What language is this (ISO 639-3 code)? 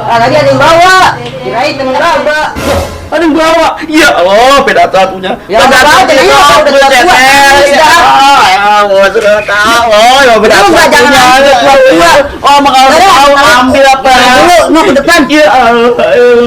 bew